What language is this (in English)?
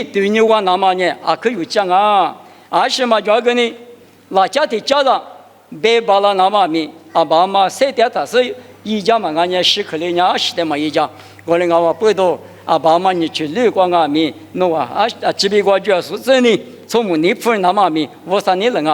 Lisu